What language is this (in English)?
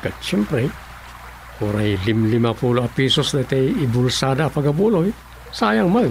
Iloko